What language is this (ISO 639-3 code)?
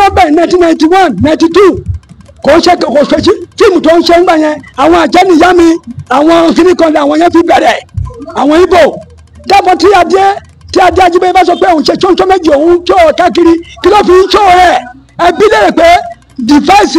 yor